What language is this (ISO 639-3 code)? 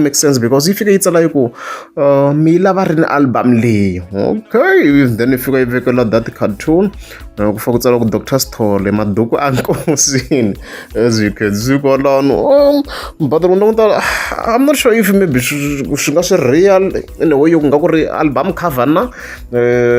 tso